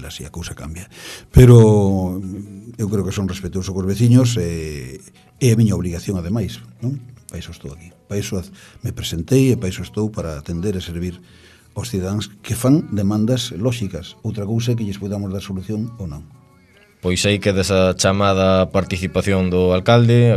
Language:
Galician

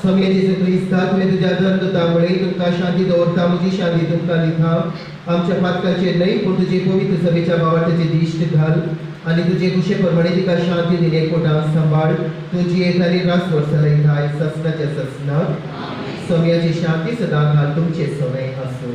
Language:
Konkani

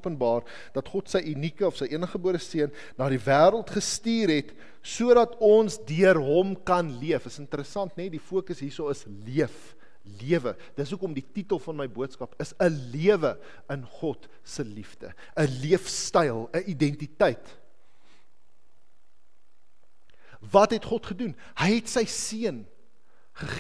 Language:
Afrikaans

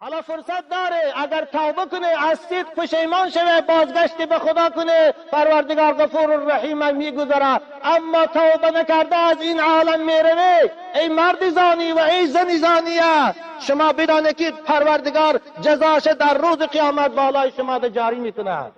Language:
Tajik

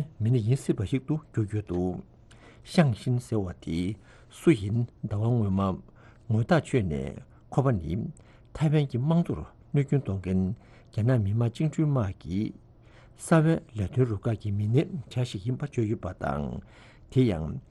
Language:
Tibetan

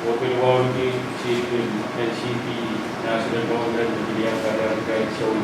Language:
Pohnpeian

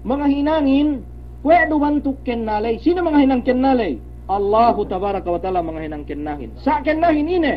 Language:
Yakan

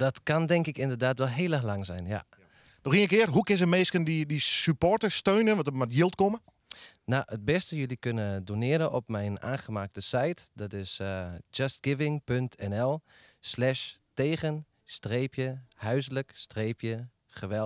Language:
Western Frisian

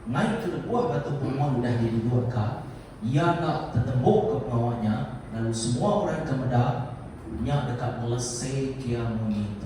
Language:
Iban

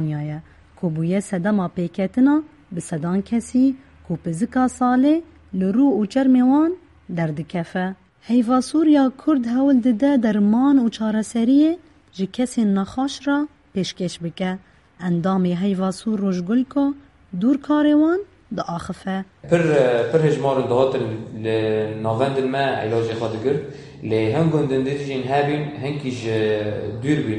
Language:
Kurdish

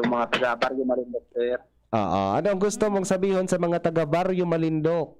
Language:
Bikol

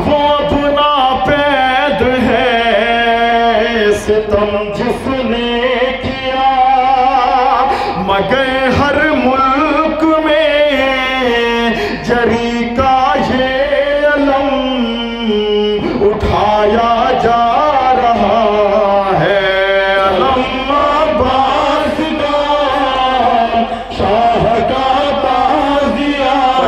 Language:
Urdu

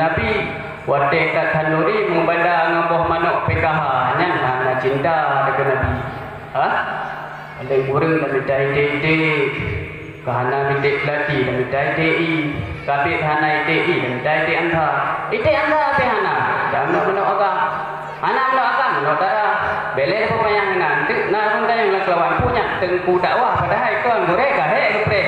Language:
Achinese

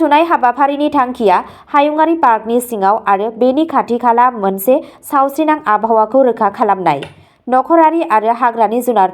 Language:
Bodo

